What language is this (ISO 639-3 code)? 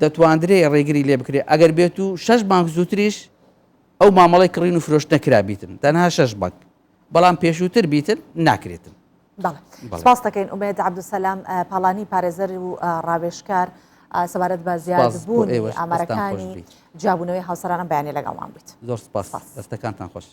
ckb